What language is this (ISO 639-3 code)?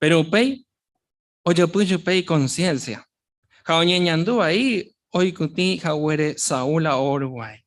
grn